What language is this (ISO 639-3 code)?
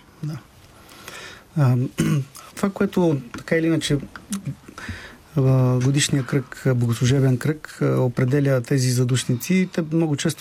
bul